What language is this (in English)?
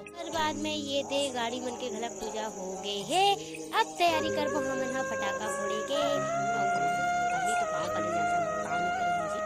Chhattisgarhi